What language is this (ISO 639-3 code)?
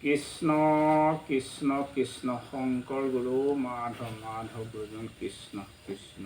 asm